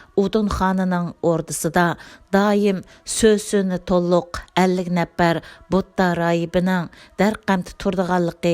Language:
Uyghur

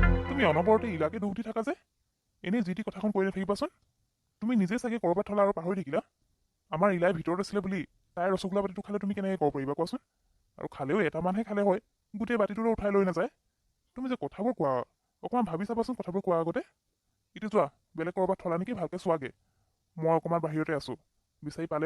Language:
Assamese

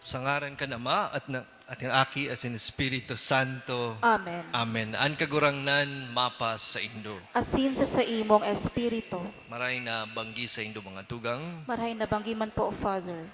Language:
Bikol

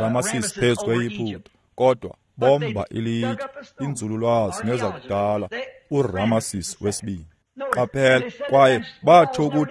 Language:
Xhosa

